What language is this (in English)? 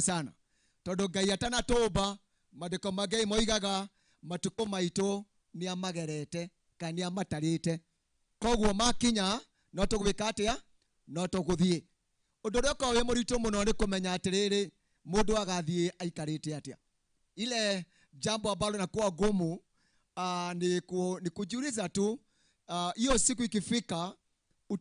Kikuyu